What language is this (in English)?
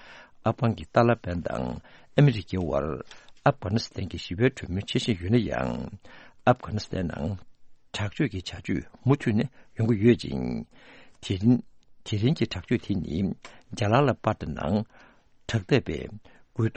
Tibetan